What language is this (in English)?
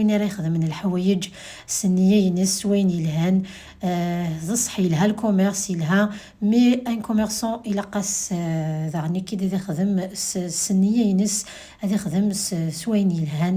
Kabyle